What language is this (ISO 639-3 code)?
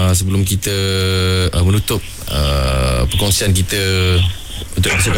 msa